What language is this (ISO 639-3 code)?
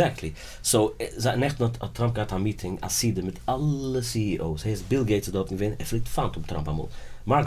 yid